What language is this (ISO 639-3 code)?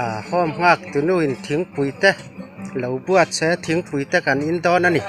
lus